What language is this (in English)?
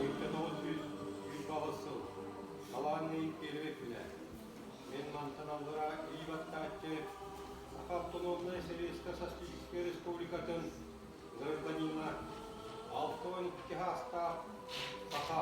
Yakut